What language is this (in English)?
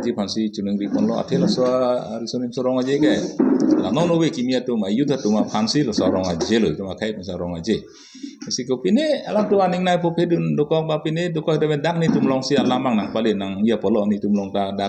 Karbi